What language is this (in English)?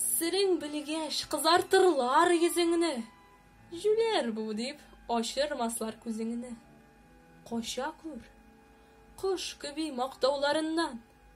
Tatar